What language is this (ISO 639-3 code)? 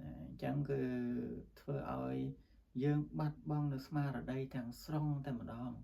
khm